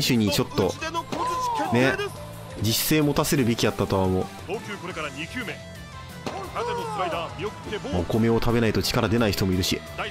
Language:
Japanese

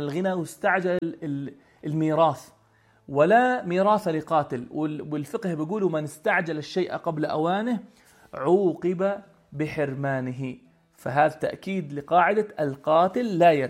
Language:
North Levantine Arabic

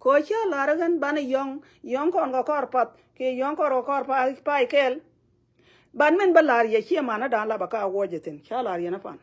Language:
Nuer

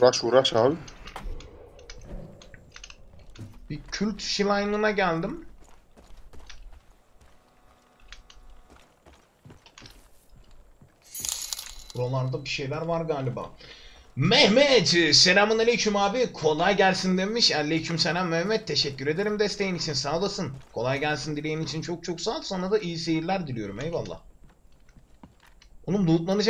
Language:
Turkish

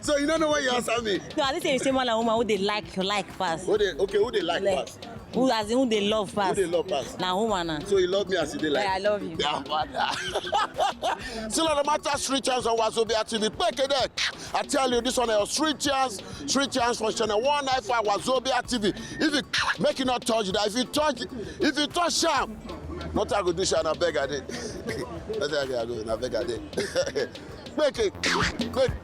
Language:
Nigerian Pidgin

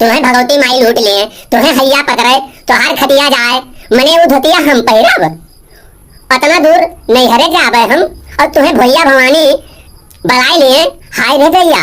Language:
Awadhi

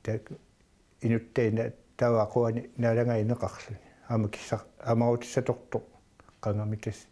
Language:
Kalaallisut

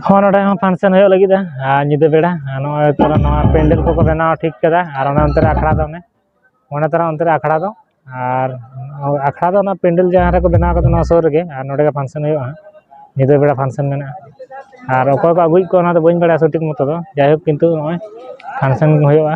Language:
Santali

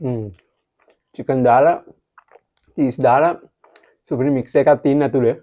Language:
Sinhala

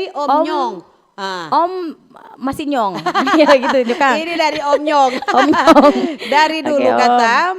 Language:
Manado Malay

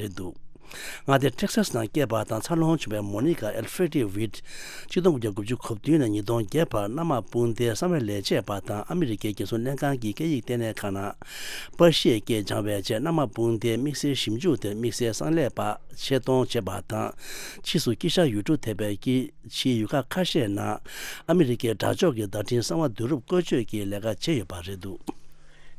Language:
Tibetan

